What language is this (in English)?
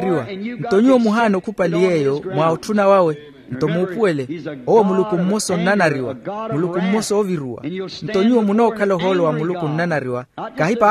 Makhuwa